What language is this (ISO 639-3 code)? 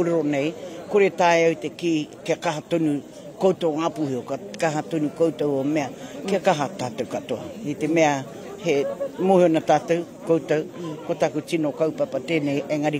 mri